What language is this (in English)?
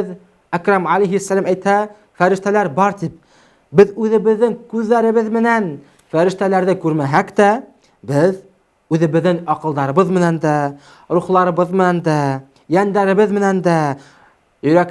Bashkir